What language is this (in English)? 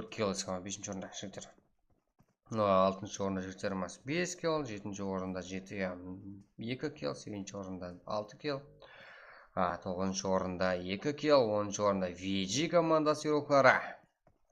Kara-Kalpak